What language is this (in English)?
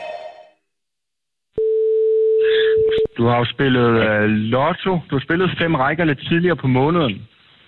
Danish